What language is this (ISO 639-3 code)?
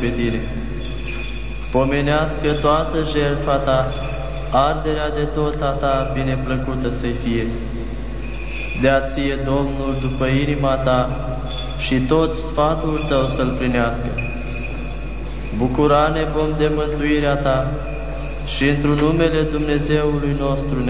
ron